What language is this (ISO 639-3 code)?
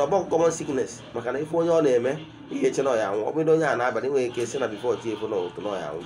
ibo